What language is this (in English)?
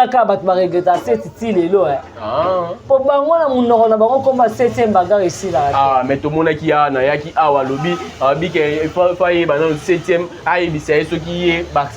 Lingala